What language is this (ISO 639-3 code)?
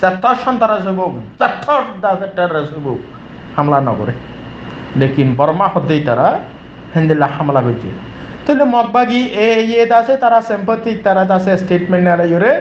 rhg